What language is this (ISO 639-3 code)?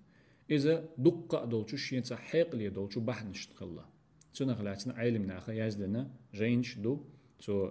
che